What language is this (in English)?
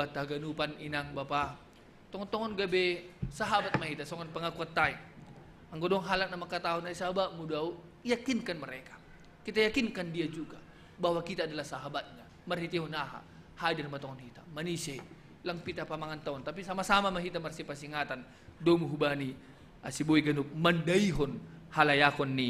Batak Simalungun